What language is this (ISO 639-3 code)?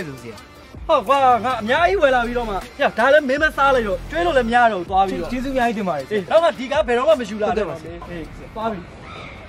mya